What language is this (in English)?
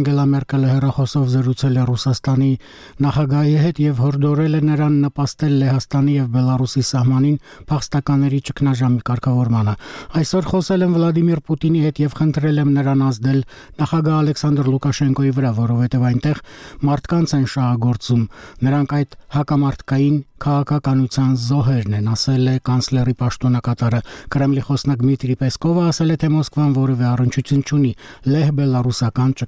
Armenian